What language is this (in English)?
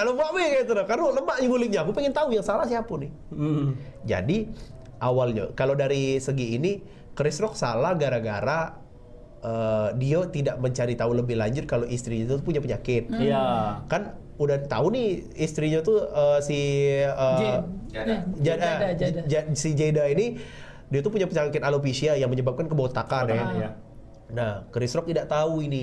Musi